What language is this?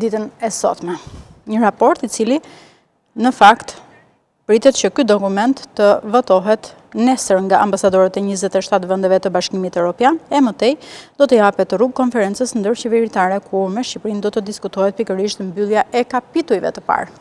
Albanian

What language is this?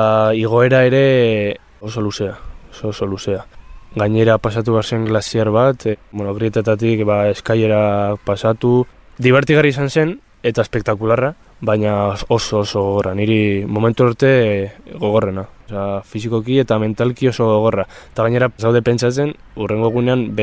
Basque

